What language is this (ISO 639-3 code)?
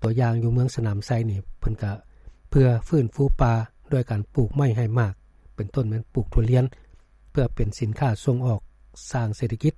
lao